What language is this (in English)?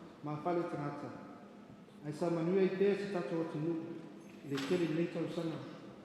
Samoan